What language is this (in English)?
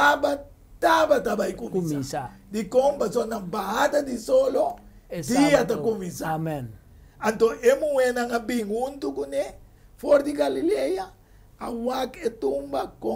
Papiamento